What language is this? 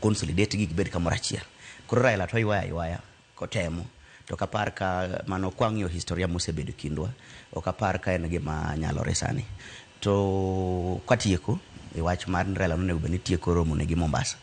Luo (Kenya and Tanzania)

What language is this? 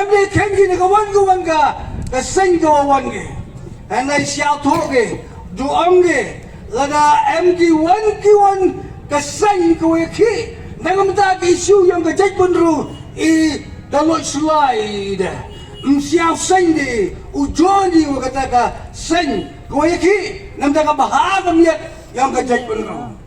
Pnar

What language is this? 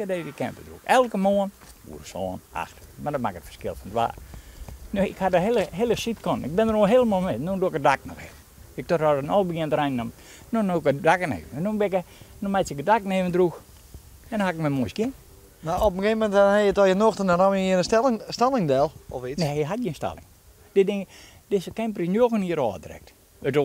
Western Frisian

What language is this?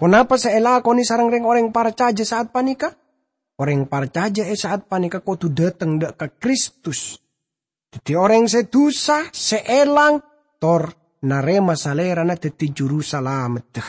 Madurese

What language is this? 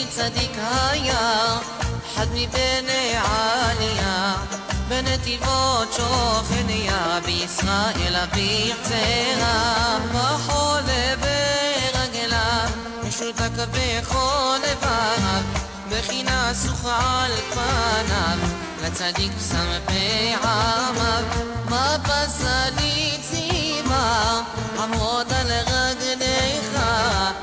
Hebrew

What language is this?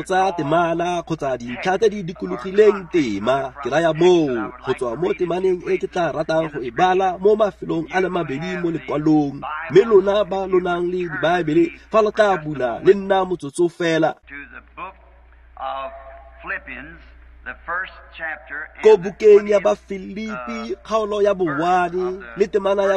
Tswana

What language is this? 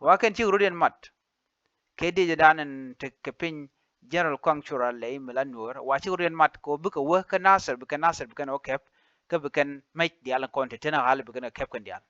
Nuer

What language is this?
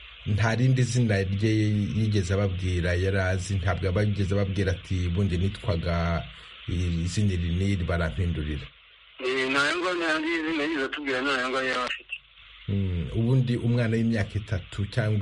Kinyarwanda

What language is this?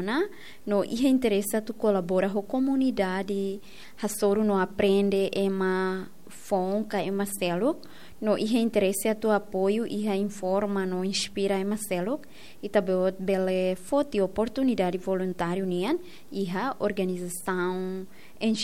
Tetum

